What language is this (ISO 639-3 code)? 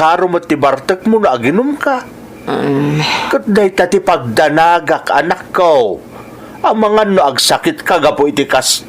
ilo